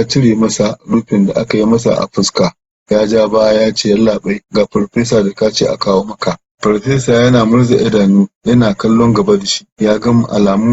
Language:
Hausa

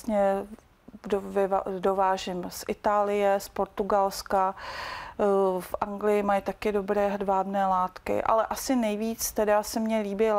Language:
Czech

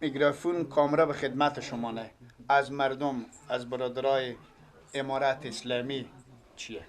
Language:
Persian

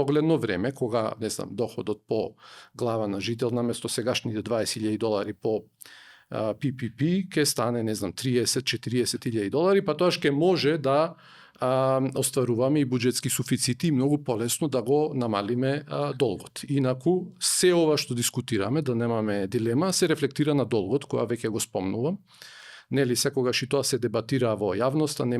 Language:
Macedonian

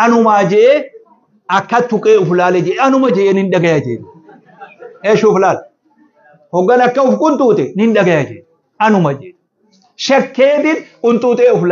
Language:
Oromo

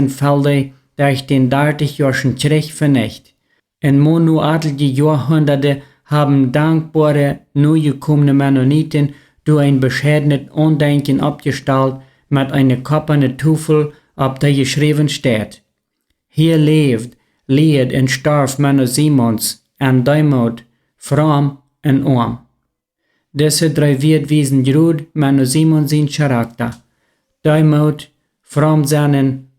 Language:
Plautdietsch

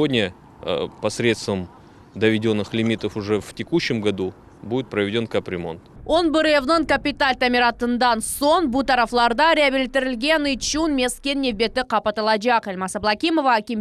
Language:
Crimean Tatar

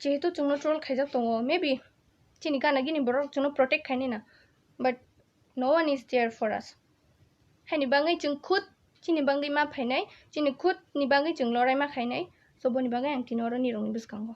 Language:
Kok Borok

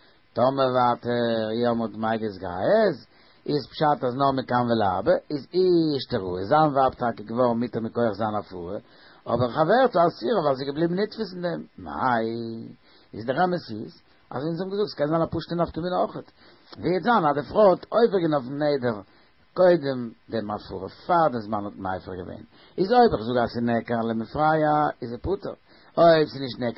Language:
Yiddish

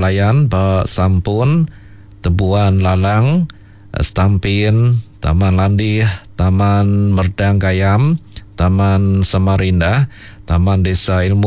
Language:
Iban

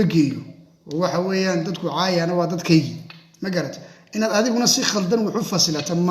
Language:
Somali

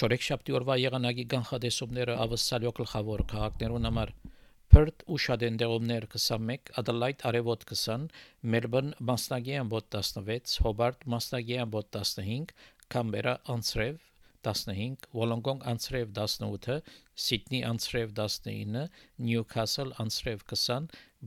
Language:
Armenian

